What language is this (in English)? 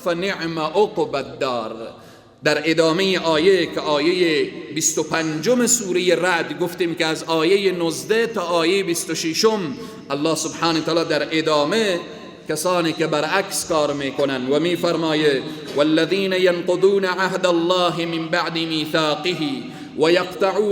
Persian